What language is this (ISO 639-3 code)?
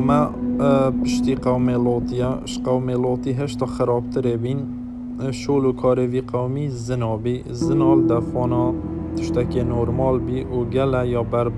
kur